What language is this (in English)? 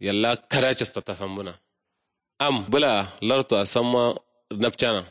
Kanuri